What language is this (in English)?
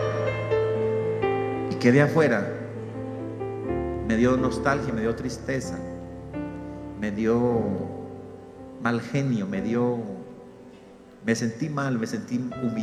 Spanish